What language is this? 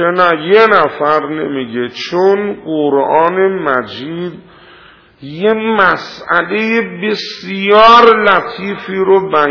Persian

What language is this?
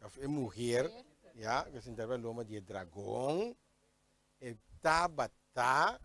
Papiamento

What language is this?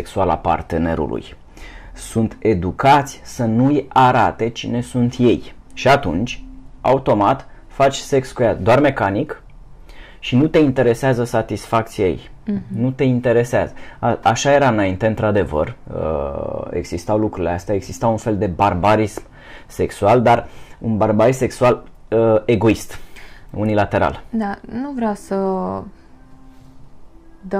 Romanian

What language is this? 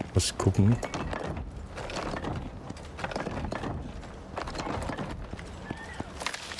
German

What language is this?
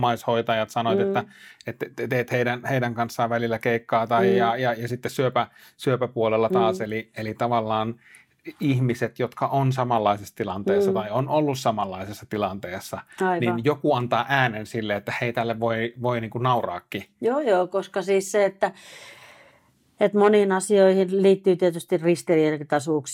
Finnish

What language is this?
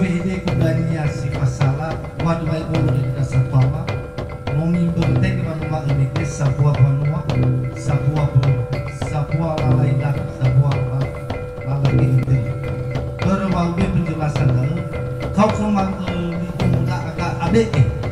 Nias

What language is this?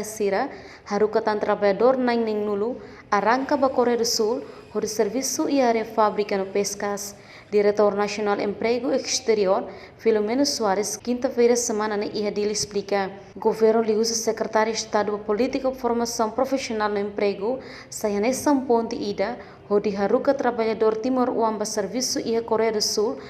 Tetum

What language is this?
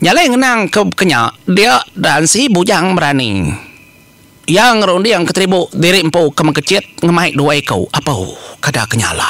Iban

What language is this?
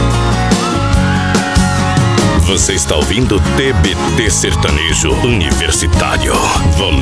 Portuguese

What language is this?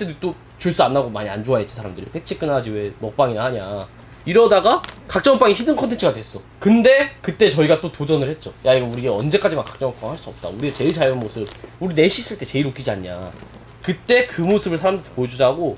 Korean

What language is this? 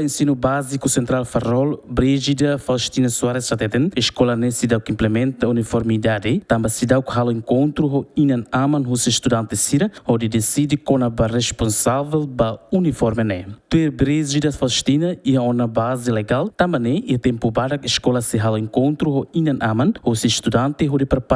Tetum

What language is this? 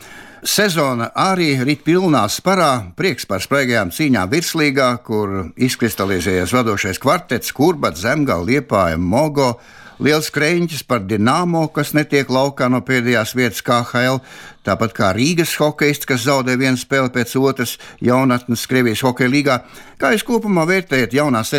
Latvian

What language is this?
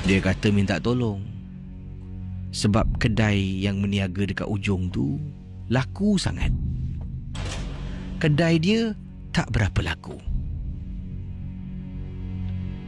Malay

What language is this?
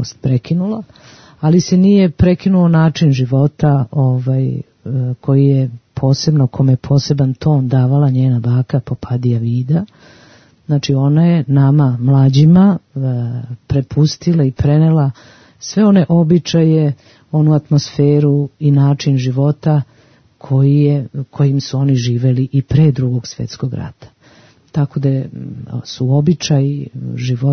Serbian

